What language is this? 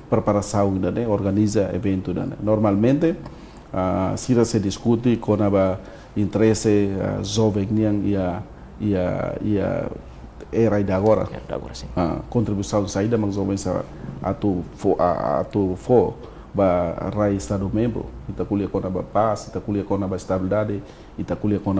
Tetum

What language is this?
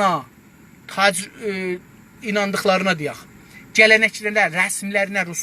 South Azerbaijani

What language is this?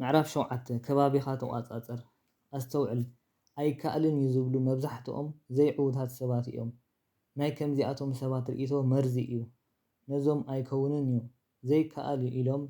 Tigrinya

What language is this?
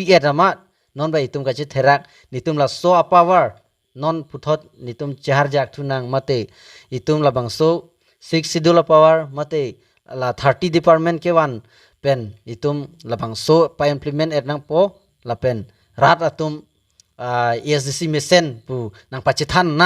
Karbi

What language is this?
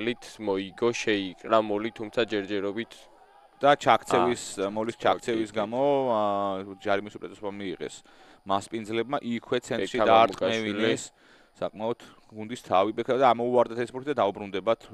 Georgian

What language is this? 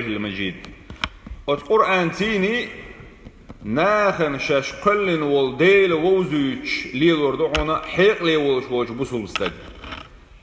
Chechen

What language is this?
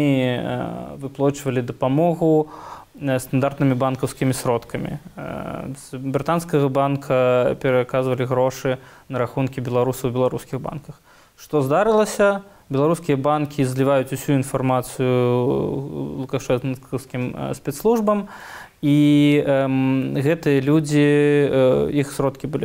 Belarusian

